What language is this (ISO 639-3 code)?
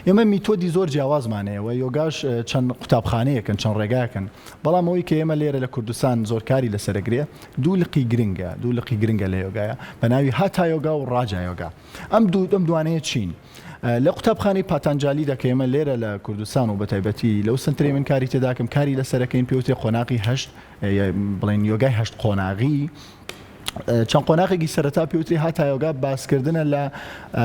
ckb